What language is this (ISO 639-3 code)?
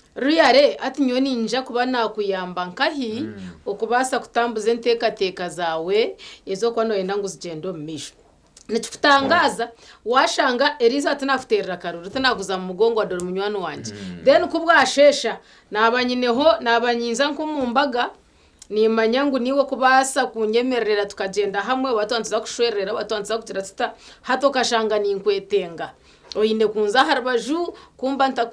nyn